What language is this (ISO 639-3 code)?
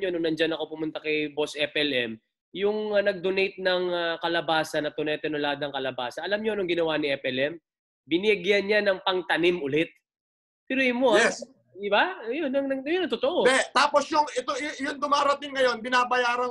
fil